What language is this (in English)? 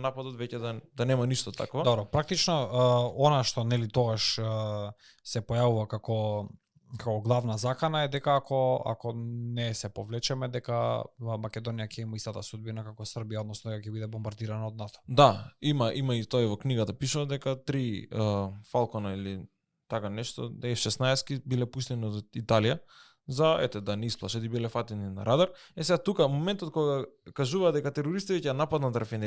Macedonian